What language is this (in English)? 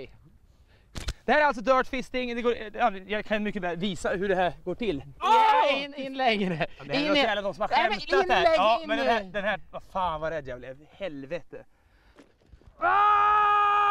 Swedish